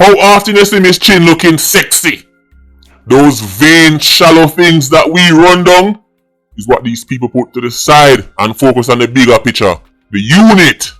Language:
Jamaican Creole English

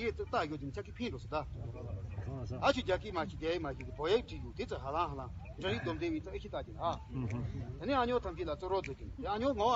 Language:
Tibetan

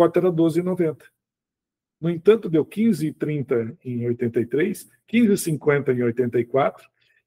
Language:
Portuguese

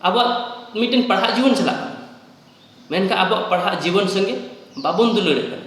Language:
Santali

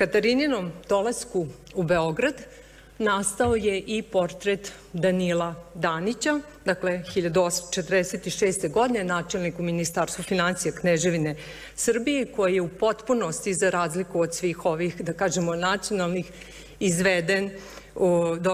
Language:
Serbian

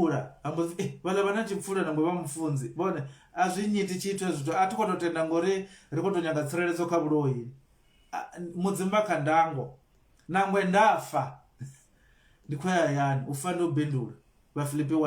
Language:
Venda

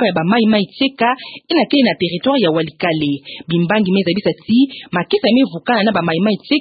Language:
Kituba (Democratic Republic of Congo)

